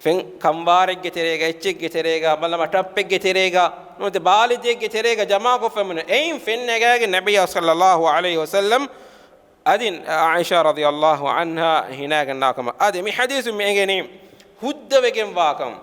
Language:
Divehi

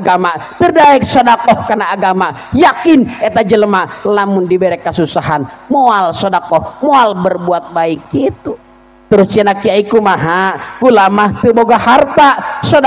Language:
Sundanese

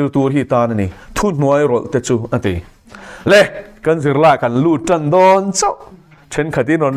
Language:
Mizo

